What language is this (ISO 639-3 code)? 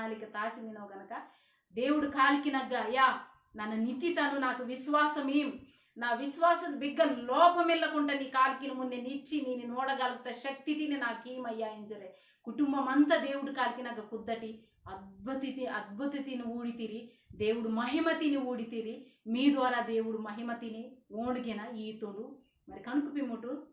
kff